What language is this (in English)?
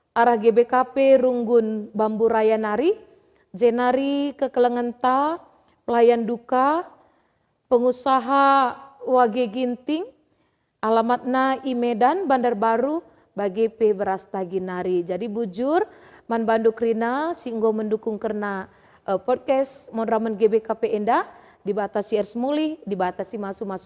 Batak Karo